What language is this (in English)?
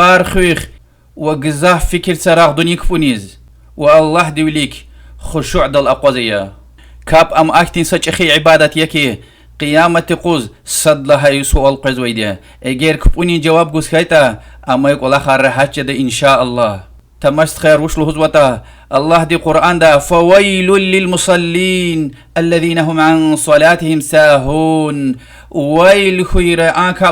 Lezghian